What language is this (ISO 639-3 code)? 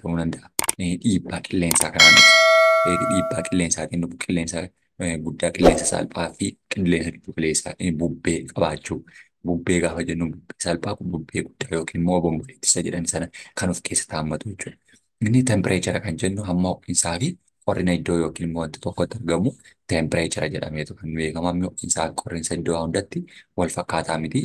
orm